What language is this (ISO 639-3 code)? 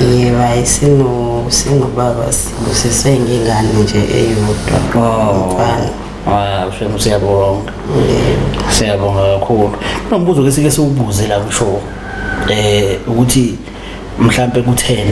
zul